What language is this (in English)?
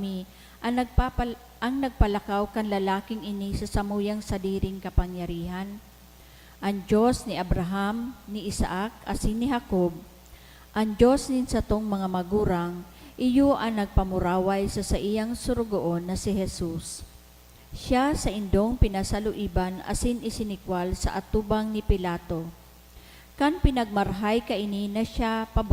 Bikol